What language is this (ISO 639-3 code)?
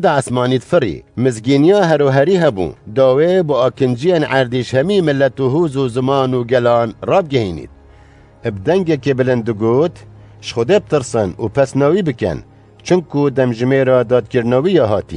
kur